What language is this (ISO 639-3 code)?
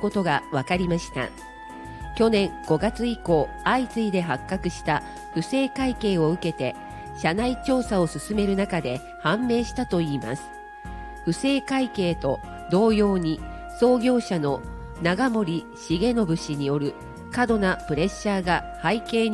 jpn